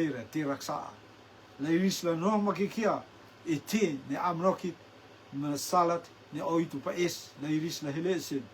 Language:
Rotuman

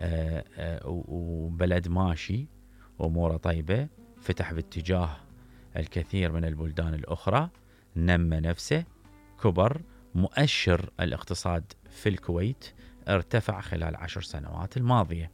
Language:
Mesopotamian Arabic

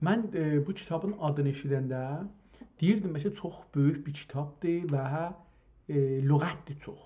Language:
South Azerbaijani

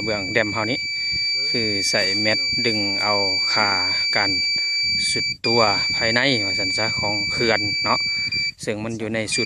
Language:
Lao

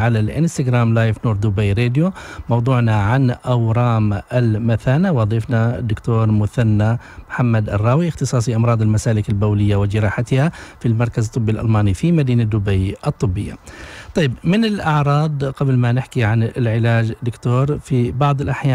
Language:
Arabic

